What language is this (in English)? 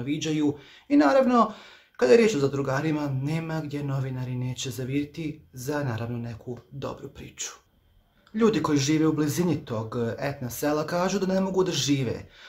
Croatian